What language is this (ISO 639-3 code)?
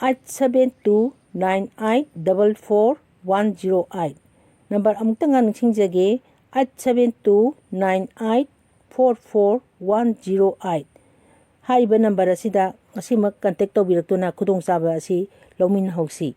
mni